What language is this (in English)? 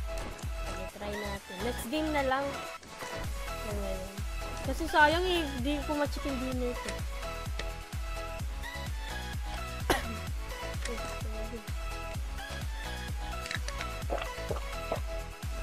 Filipino